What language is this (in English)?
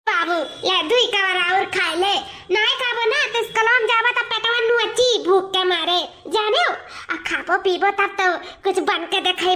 Awadhi